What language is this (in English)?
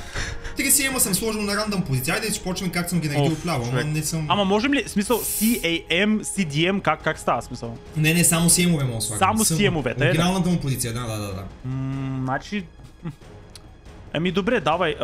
Bulgarian